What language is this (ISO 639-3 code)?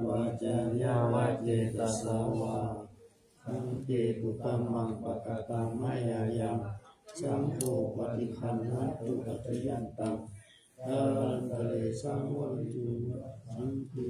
pli